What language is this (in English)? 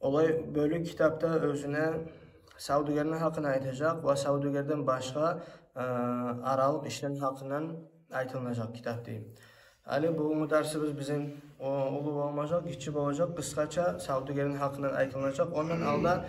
Kumyk